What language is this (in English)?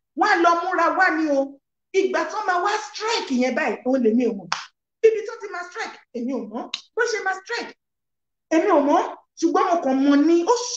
Yoruba